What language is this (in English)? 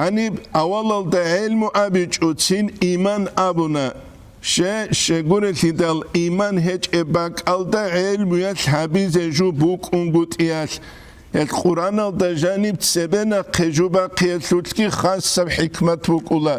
Avaric